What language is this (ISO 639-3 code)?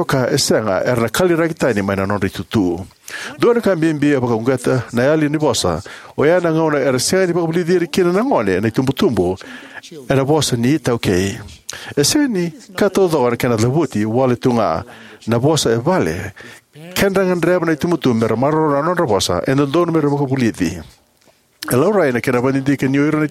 fij